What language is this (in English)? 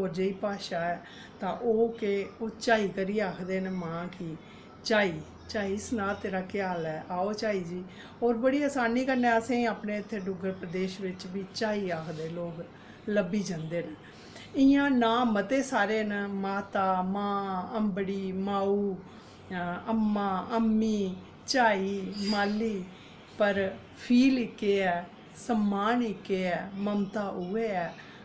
Dogri